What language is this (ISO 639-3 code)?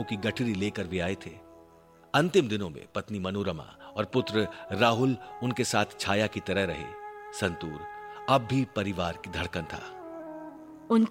hin